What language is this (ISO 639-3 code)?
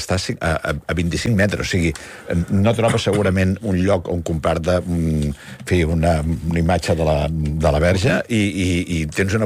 cat